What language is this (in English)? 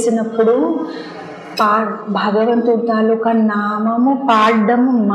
Telugu